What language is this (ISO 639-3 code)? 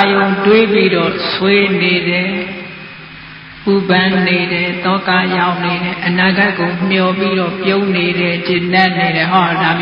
mya